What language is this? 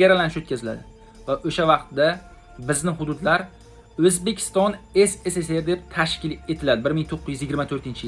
Uzbek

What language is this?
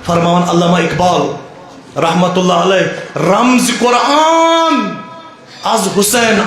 Kashmiri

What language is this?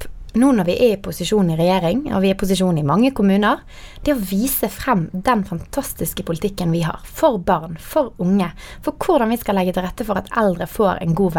Norwegian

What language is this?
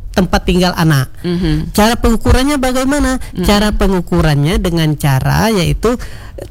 Indonesian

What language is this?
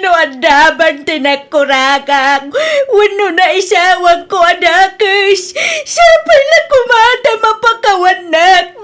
Iloko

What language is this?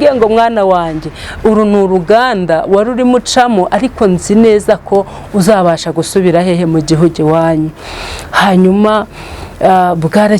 Kinyarwanda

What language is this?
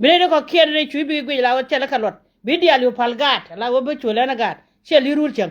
Nuer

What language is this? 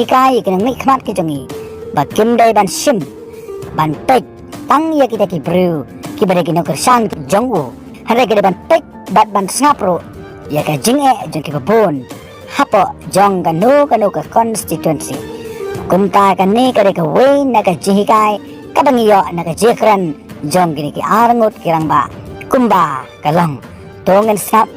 Khasi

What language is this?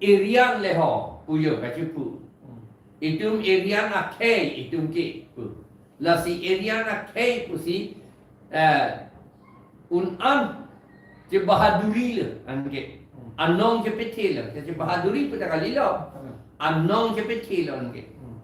Karbi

